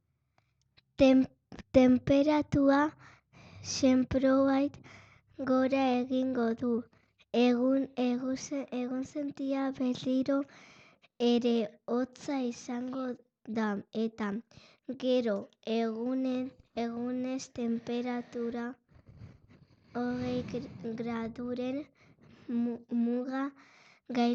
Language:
Basque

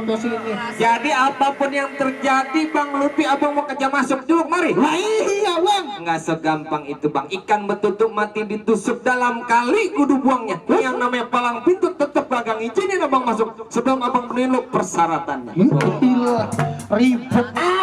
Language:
Betawi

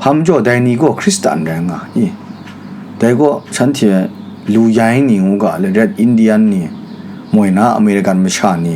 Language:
Kachin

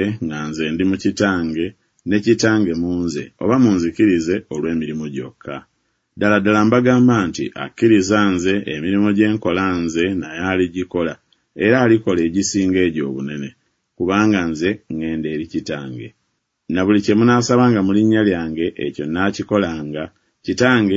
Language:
Ganda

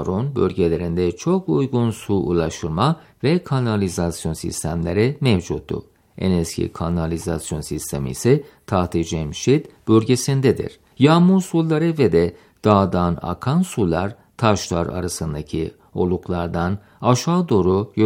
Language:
Turkish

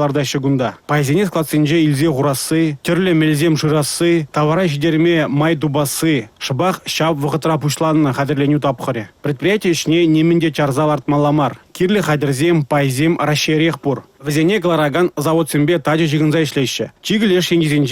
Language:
Chuvash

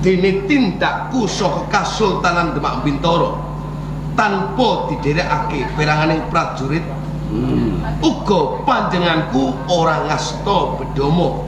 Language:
Javanese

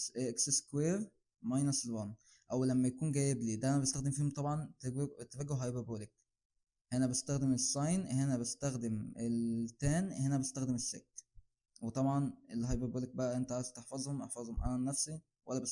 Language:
Egyptian Arabic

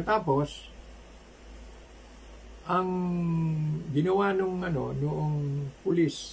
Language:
Filipino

